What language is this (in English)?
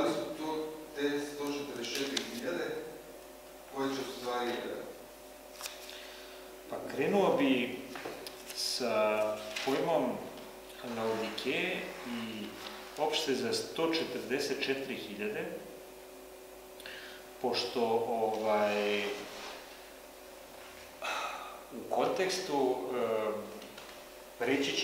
Serbian